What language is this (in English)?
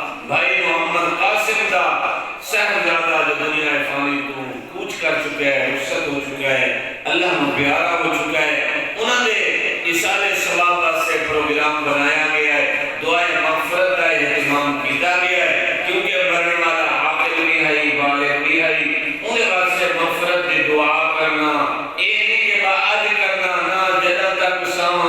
Saraiki